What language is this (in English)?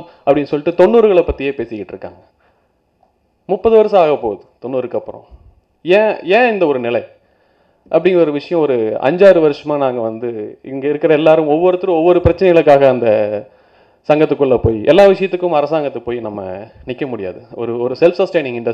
Tamil